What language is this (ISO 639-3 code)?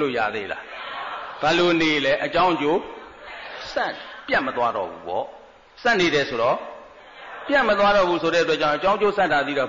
mya